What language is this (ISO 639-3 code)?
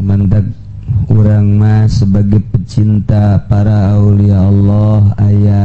sun